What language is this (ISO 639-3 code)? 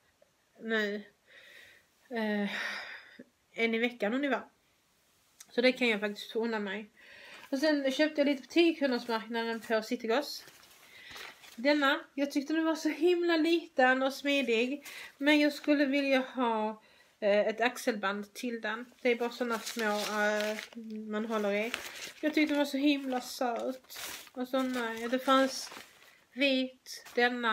swe